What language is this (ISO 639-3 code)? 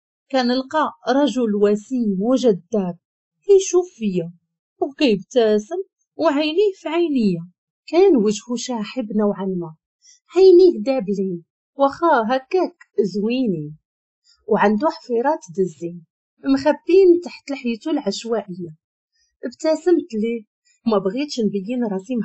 ary